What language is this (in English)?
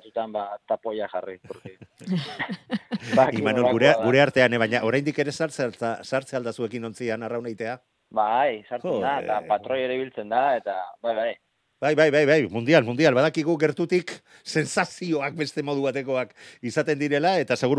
Basque